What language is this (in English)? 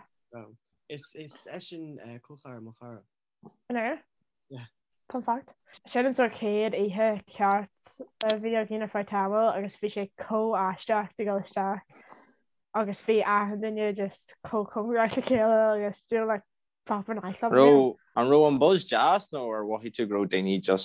Irish